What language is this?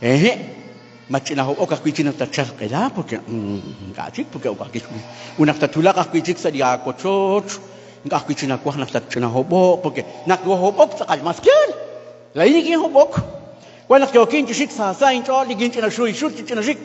Kekchí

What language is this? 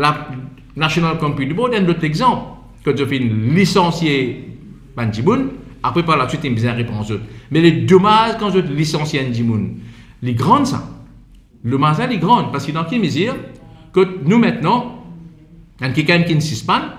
Morisyen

